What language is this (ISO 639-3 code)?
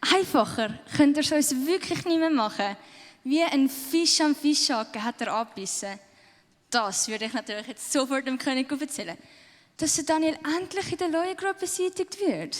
gsw